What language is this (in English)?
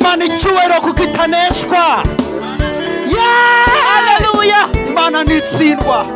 Kinyarwanda